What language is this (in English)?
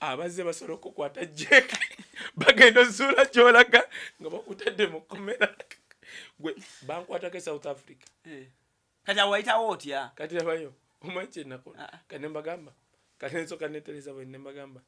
Ganda